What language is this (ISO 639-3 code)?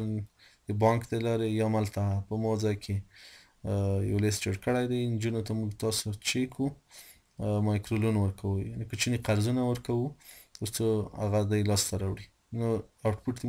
pus